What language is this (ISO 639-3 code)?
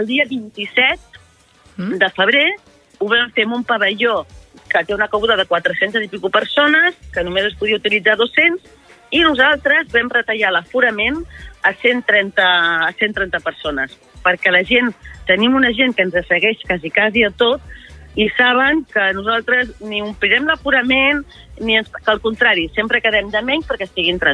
cat